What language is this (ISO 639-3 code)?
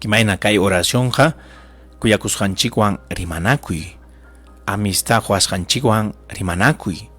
quy